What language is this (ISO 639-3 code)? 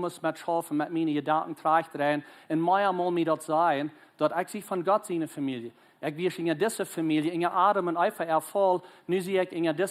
pdt